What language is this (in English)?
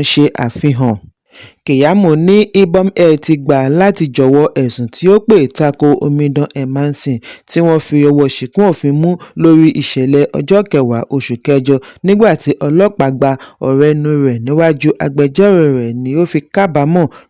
Yoruba